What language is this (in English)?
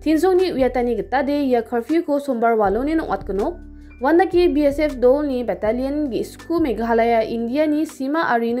Garo